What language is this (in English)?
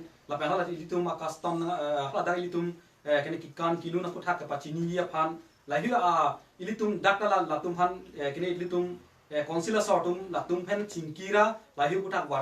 Karbi